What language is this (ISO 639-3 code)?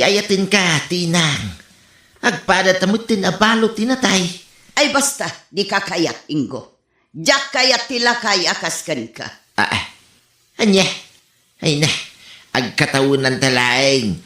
ilo